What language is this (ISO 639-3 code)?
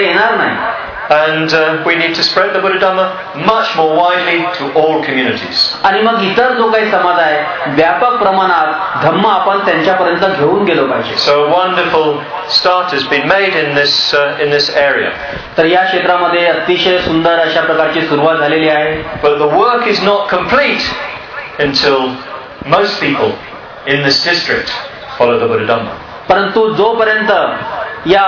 mar